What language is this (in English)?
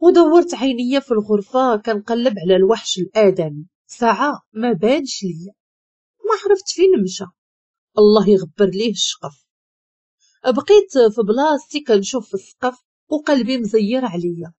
Moroccan Arabic